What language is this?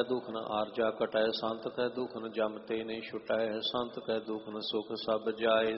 Punjabi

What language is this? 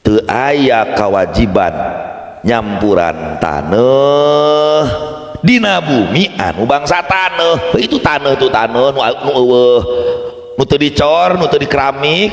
Sundanese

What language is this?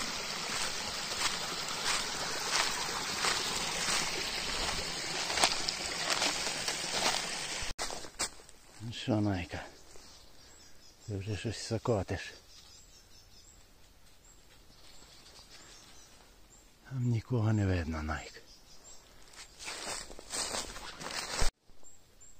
Ukrainian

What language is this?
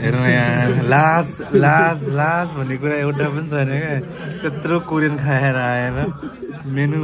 Nepali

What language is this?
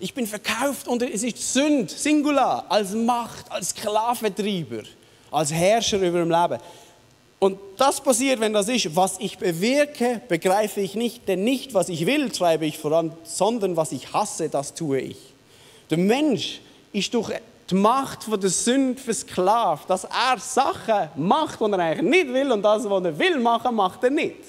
Swiss German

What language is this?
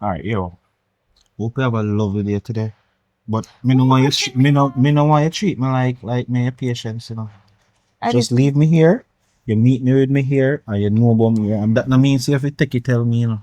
Jamaican Creole English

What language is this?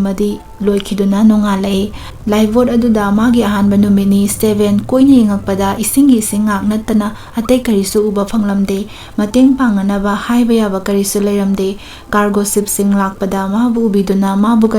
Manipuri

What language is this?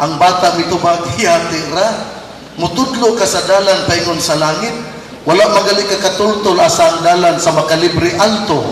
Cebuano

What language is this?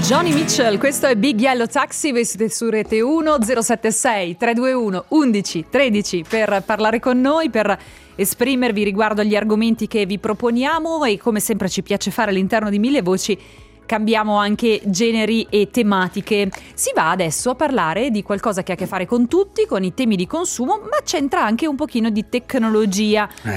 Italian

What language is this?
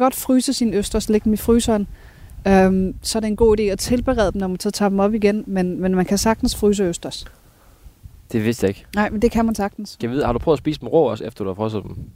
Danish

